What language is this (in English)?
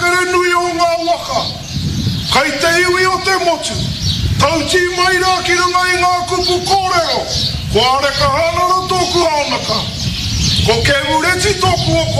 Māori